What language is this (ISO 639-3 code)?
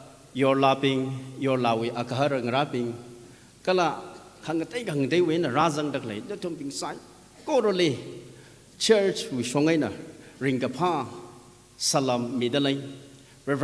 nmf